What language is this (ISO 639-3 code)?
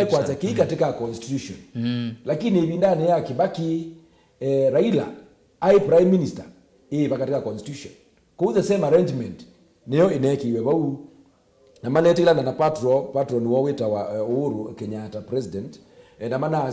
kam